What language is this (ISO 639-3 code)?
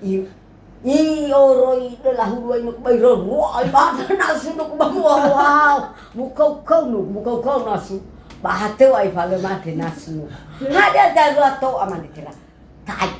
nia